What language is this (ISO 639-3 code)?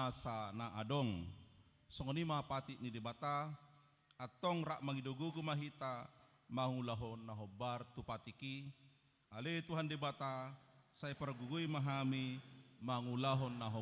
bbc